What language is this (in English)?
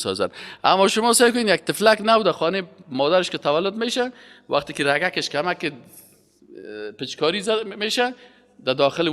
Persian